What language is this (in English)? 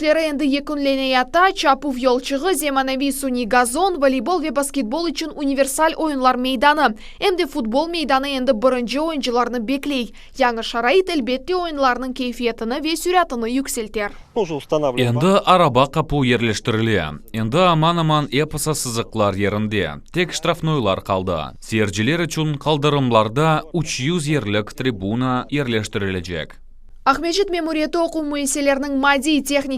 Crimean Tatar